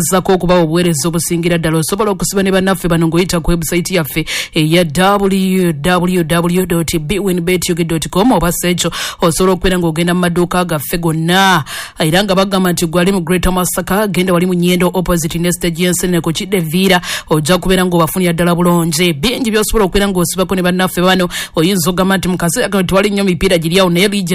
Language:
Ganda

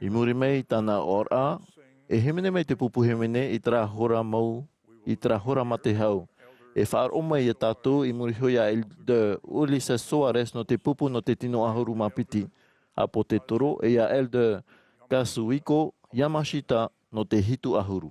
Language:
Tahitian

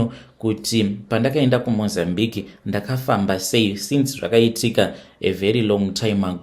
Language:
Shona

